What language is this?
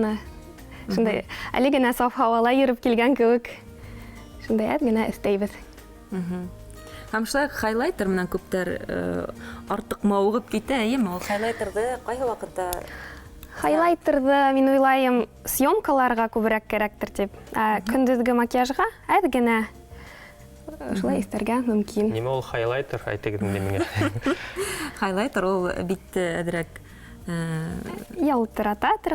Bashkir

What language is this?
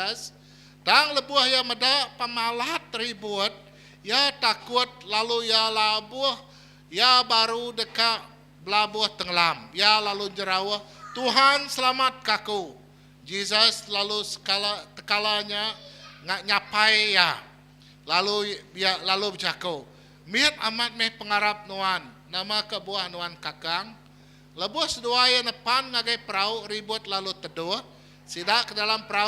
Iban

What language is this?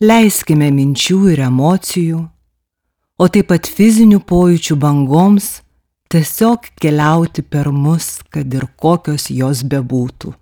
Lithuanian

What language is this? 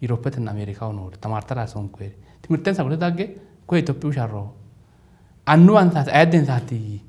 Sidamo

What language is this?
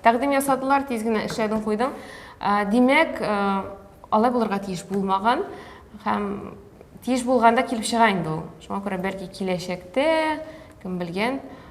Tatar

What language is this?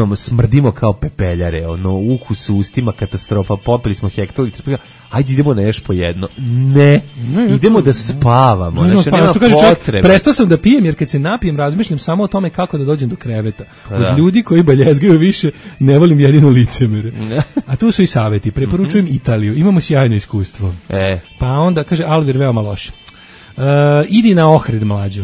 Serbian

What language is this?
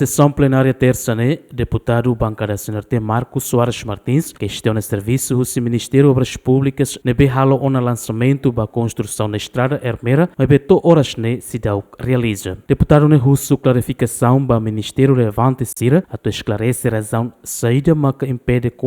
Tetum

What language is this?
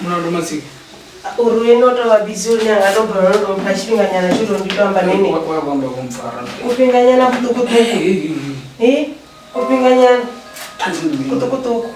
Venda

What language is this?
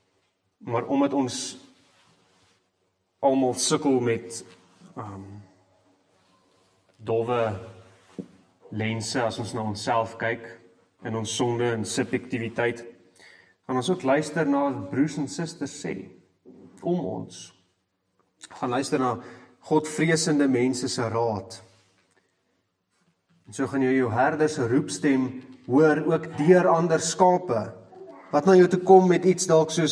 Afrikaans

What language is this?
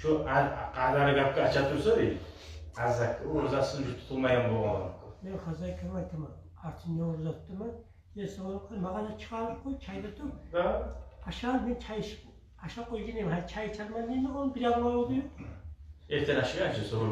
Kumyk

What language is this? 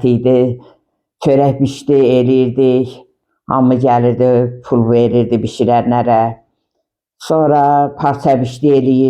Azerbaijani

